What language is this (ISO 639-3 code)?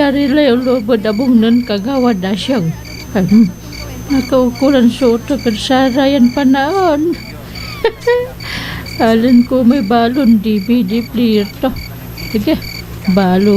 pag